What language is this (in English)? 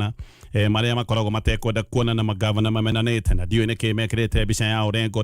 Kikuyu